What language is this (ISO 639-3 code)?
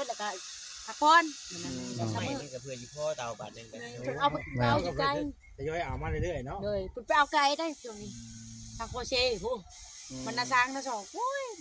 tts